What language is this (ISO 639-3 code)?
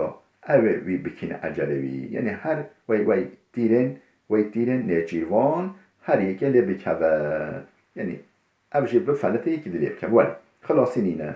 kur